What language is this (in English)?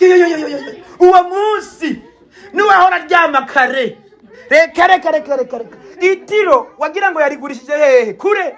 Rundi